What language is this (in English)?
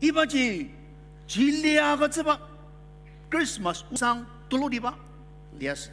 Ao Naga